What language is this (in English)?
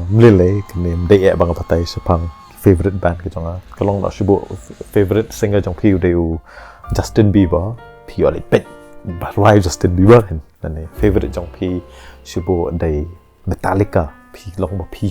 Khasi